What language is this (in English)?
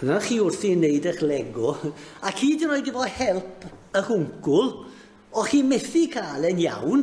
Welsh